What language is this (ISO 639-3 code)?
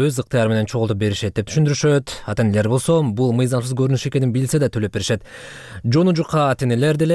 kir